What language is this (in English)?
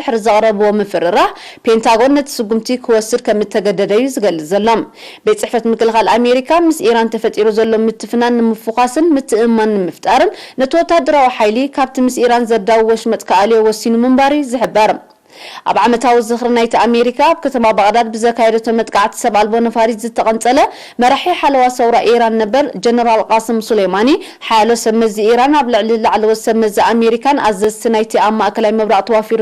Tigrinya